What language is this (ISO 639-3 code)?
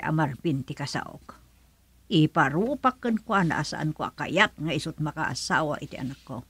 ilo